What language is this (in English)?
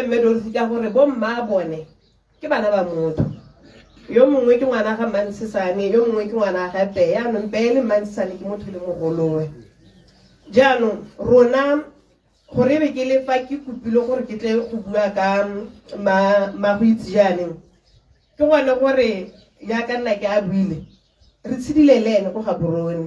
Tswana